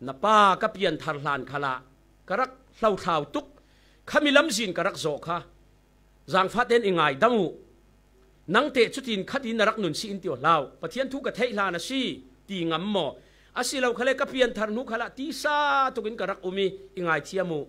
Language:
Falam Chin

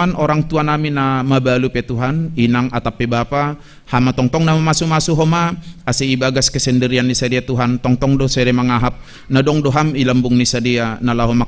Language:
Batak Simalungun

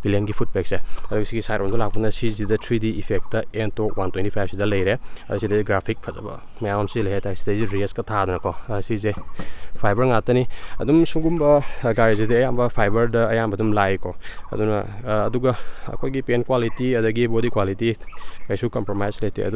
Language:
Manipuri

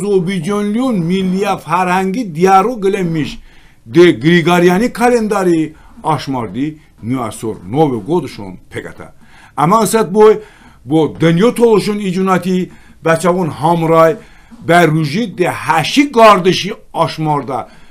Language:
Talysh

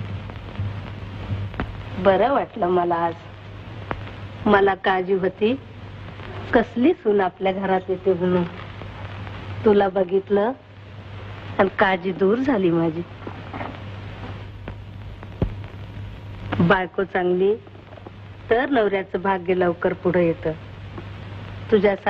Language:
Marathi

